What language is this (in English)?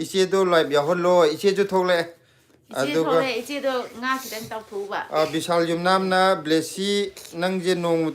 Manipuri